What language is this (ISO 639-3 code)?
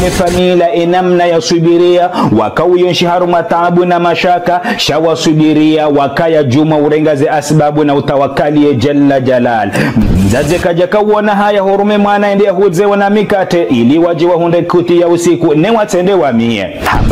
zdj